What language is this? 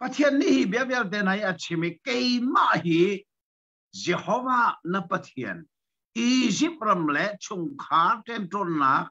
Hakha Chin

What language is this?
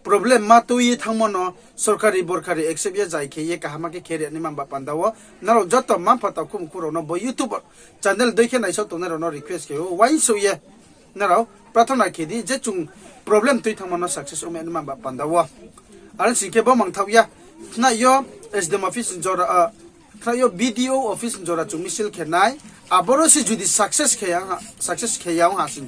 Riang (India)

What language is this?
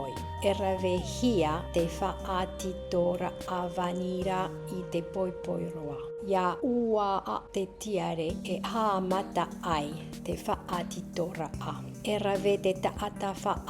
Tahitian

